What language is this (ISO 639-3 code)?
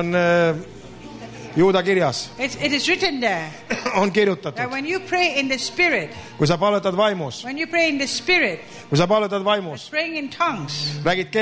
est